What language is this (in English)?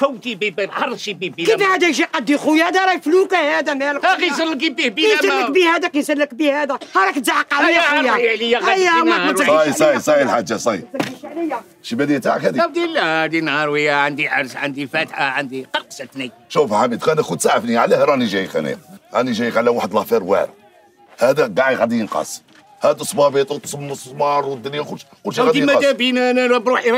Algerian Arabic